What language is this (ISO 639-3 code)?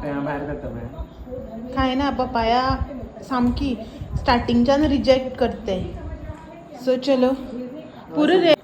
kok